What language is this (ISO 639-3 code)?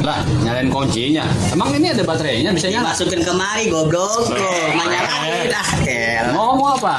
bew